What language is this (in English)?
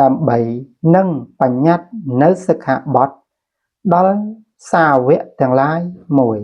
Khmer